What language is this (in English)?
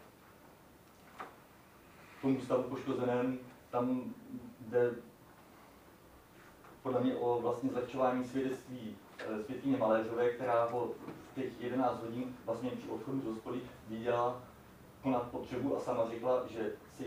Czech